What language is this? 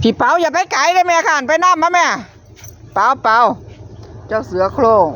Northeastern Thai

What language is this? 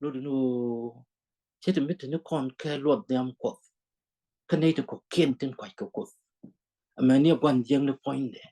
Nuer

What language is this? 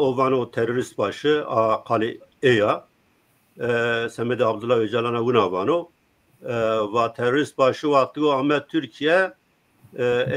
Zaza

